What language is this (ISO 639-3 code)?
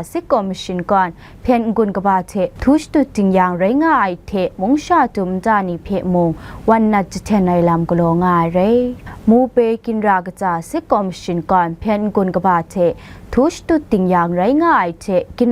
kac